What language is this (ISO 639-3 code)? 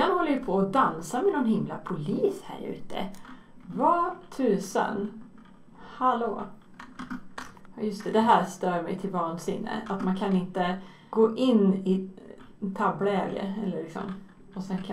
swe